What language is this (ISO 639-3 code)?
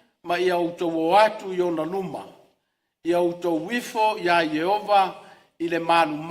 smo